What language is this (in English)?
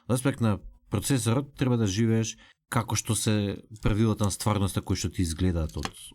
Macedonian